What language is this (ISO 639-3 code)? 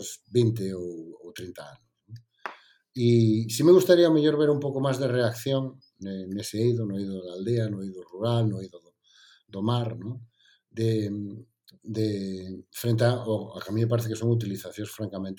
glg